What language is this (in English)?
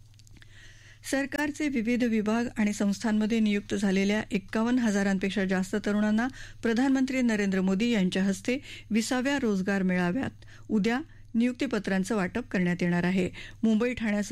Marathi